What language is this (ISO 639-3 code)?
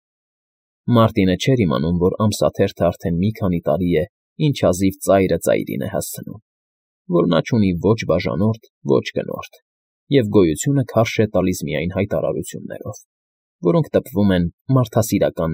hye